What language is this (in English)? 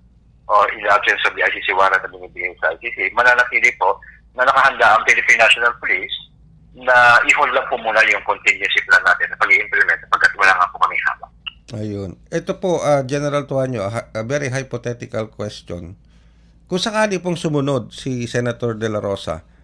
Filipino